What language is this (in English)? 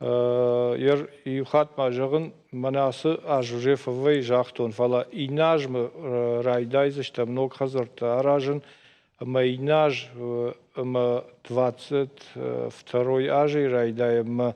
Ossetic